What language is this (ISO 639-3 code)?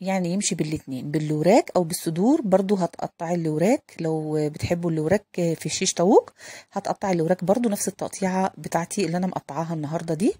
arz